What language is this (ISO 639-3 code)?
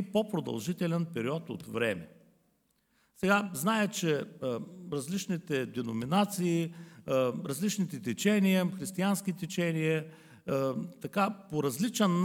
bul